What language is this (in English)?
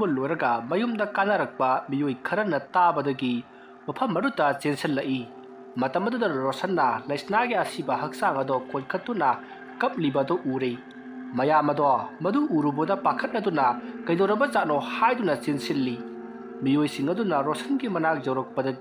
Manipuri